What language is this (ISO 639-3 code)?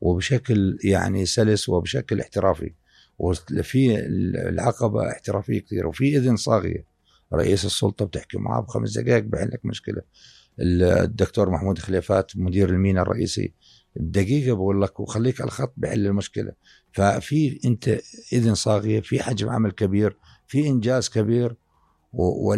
apc